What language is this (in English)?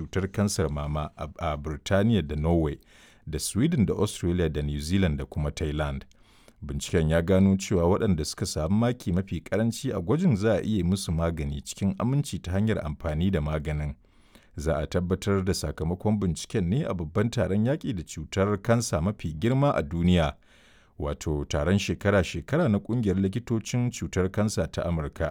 Hausa